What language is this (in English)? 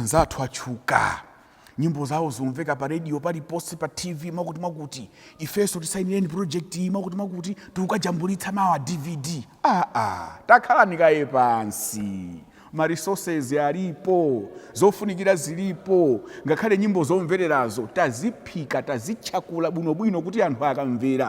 Nyanja